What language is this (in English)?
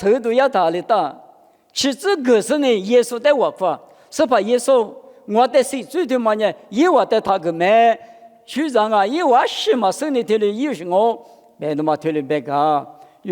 Lisu